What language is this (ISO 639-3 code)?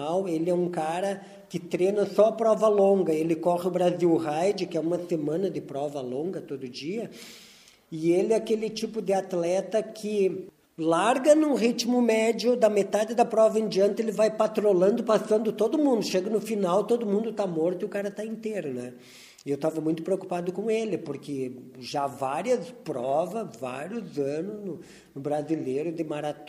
por